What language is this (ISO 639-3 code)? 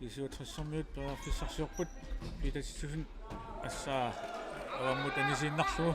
kal